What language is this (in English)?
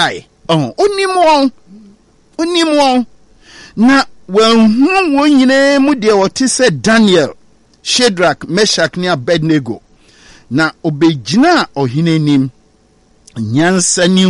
Akan